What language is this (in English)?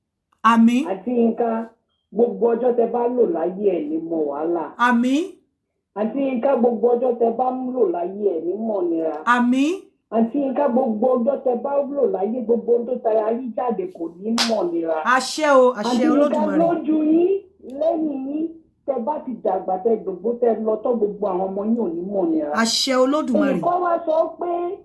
Yoruba